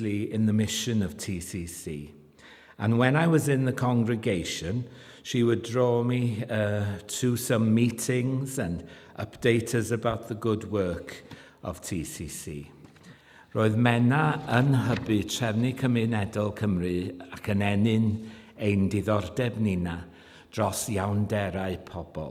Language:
Welsh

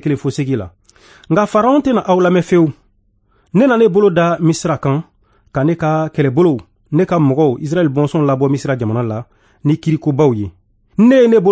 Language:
Bambara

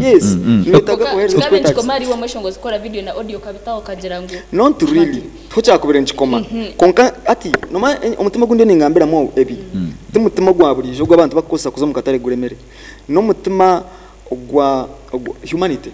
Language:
Nyankole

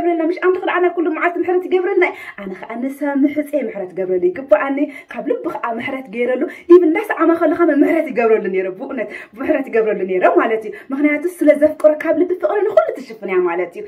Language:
Tigrinya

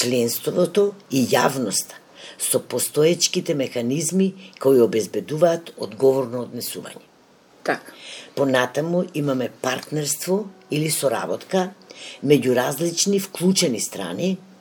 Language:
Macedonian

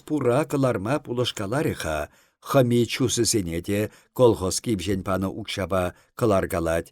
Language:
Chuvash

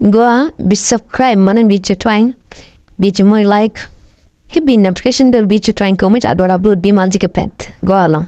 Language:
Nuer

